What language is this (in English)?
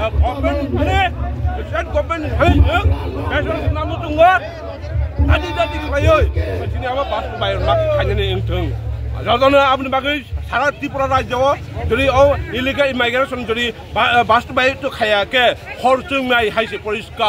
Kok Borok